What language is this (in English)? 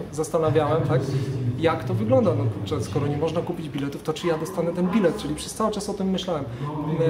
Polish